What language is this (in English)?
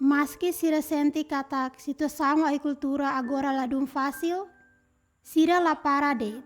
Tetum